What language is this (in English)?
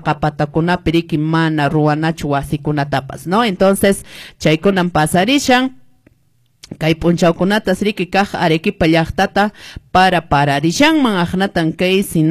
Quechua